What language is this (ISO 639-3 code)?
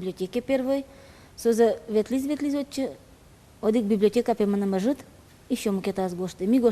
udm